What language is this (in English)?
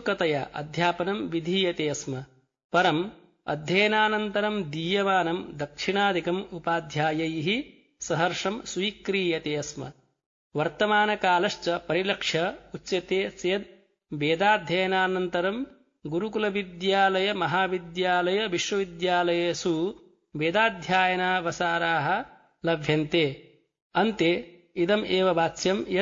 Sanskrit